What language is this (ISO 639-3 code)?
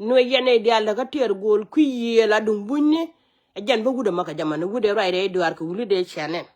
nus